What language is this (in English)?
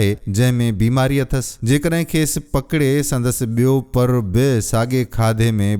Sindhi